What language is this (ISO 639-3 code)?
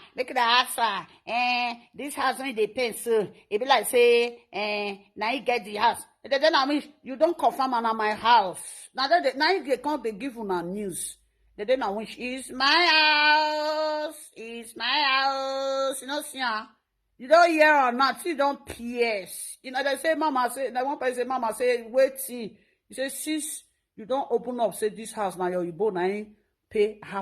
pcm